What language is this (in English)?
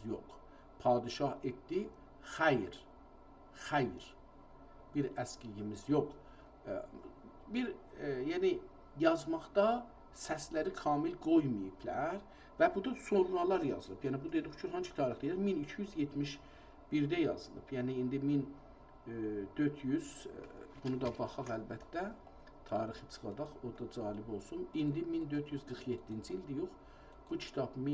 South Azerbaijani